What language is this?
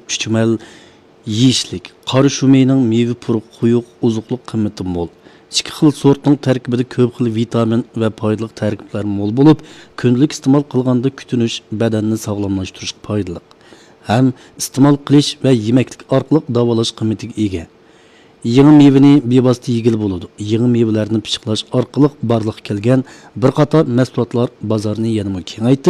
Uyghur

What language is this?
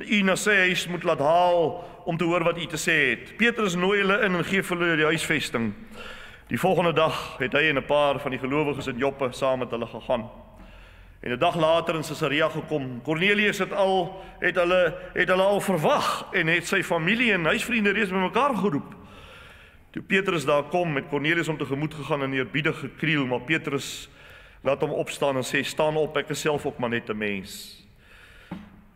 Afrikaans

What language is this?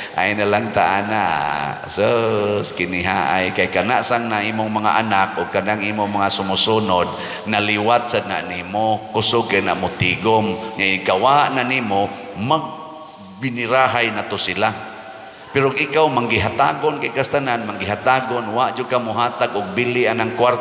Cebuano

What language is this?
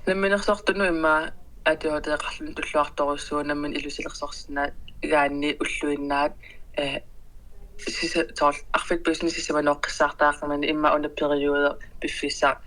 Kalaallisut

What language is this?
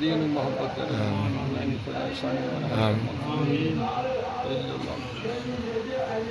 Kashmiri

